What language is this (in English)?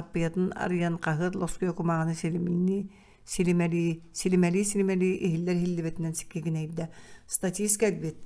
Yakut